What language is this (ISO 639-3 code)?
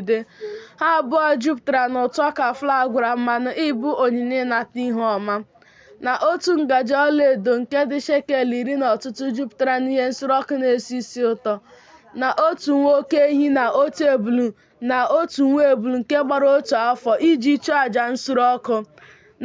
ibo